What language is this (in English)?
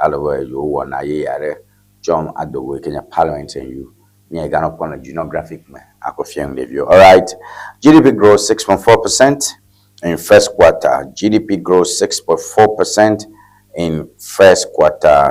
Ewe